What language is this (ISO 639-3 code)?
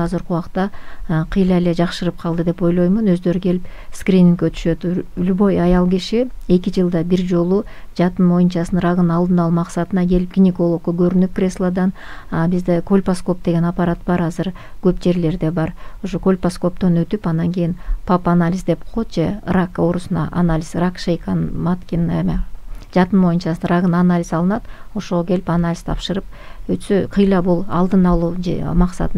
kir